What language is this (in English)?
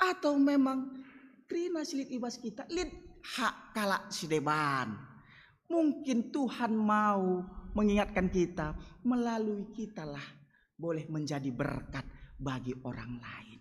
Batak Karo